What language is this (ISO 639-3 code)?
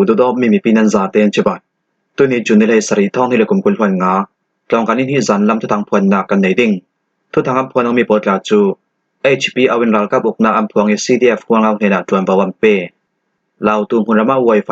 cfm